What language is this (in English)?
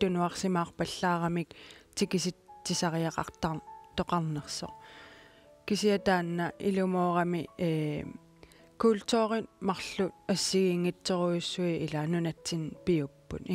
Kalaallisut